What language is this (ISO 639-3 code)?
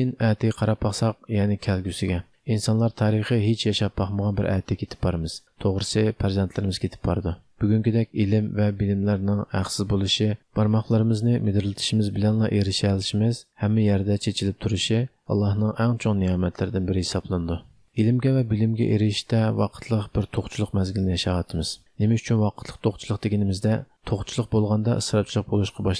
uig